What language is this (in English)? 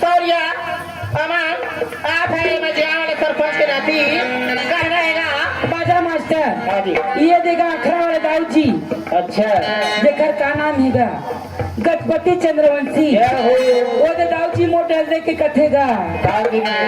Chhattisgarhi